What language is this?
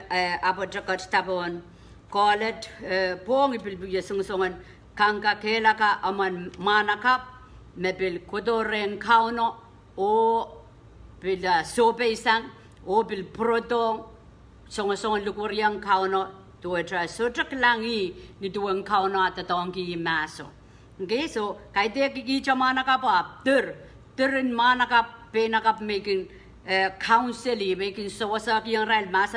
Pohnpeian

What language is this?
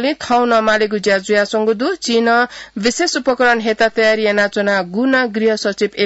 Newari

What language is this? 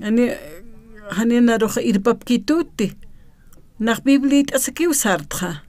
Aymara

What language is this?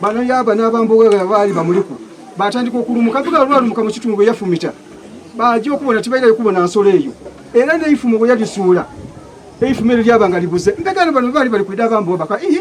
Soga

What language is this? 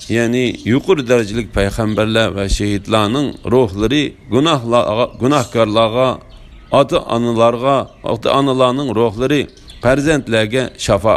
Uyghur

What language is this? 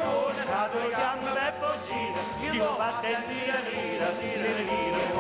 Neapolitan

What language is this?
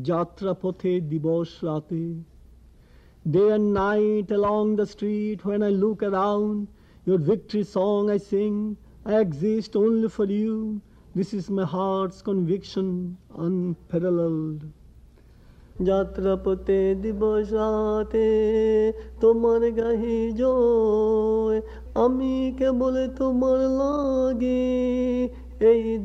Bangla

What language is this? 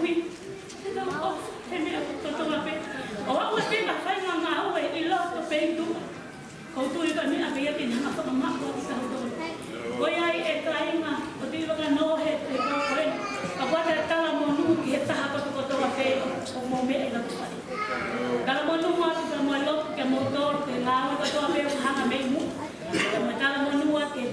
Tongan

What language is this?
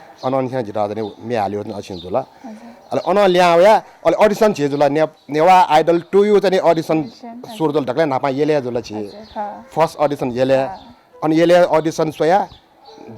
Newari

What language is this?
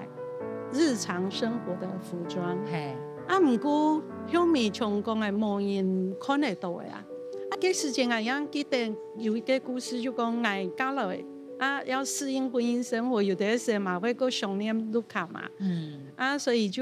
Hakka Chinese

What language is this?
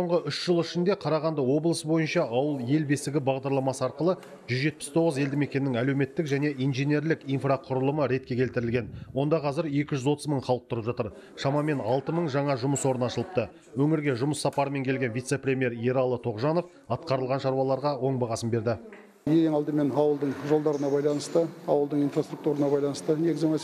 Kazakh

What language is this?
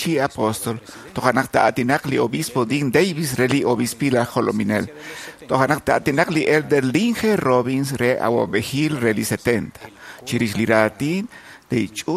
Kekchí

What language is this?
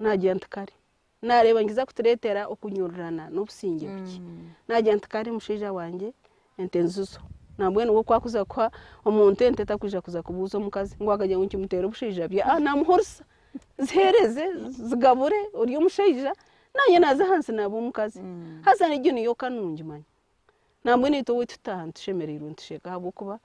Nyankole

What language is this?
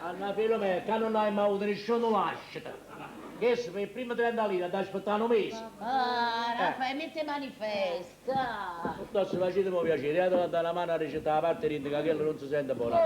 Neapolitan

